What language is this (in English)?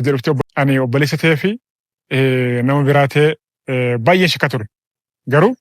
Oromo